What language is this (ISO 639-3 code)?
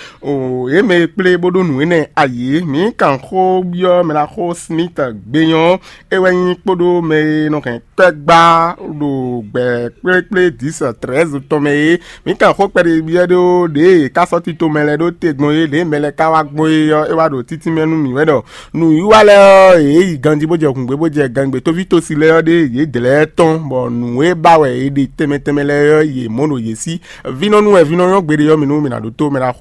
fon